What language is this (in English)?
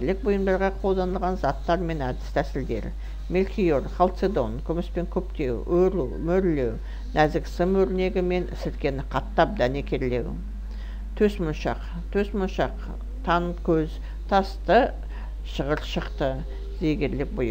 Kazakh